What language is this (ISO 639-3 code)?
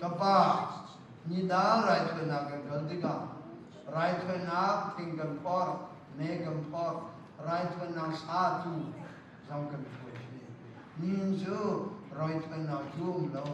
cnh